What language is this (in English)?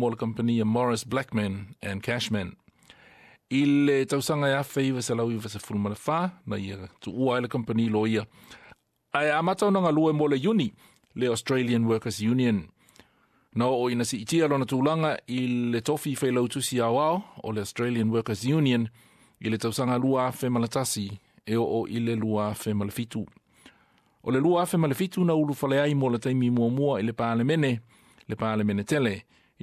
Samoan